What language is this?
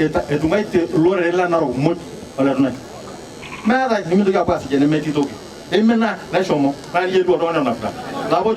Masai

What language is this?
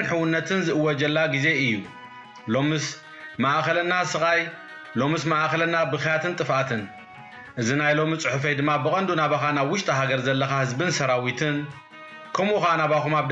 Tigrinya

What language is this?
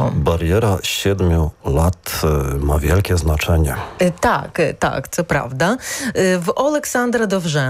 Ukrainian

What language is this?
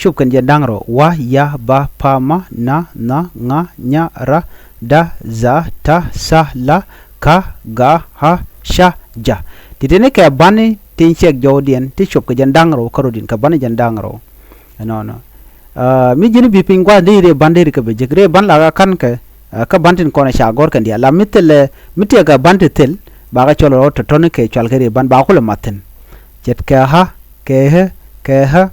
Nuer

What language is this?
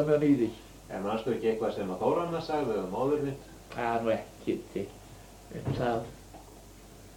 Icelandic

